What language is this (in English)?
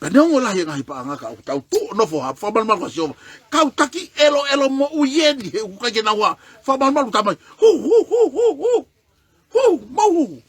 Tongan